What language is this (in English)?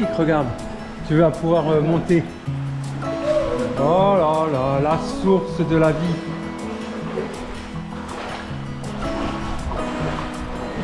French